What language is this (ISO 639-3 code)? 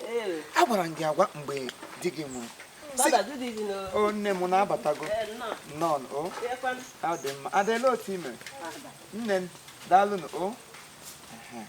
ibo